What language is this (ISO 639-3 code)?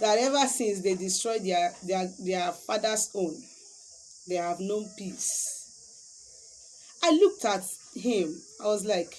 ibo